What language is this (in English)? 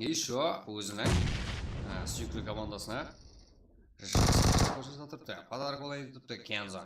Kara-Kalpak